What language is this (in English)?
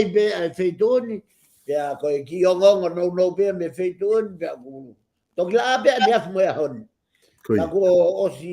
Tongan